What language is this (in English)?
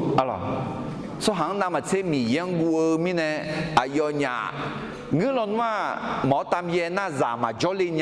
Akha